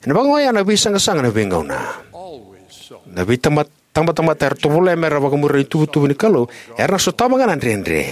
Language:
Fijian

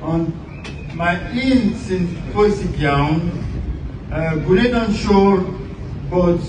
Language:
Welsh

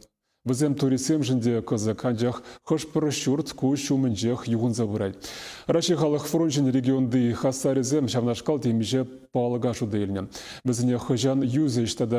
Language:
Chuvash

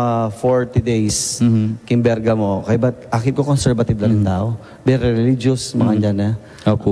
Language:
Pampanga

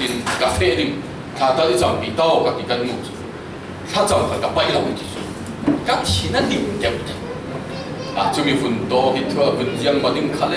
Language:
Falam Chin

